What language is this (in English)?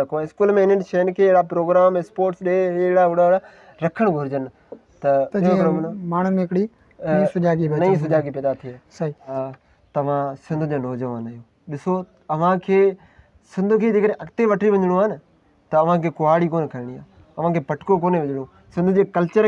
Sindhi